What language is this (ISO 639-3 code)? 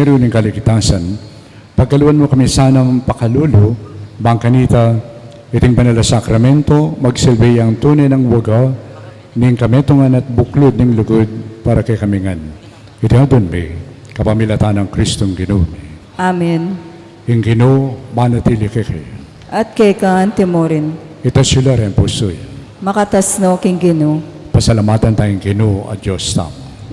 pam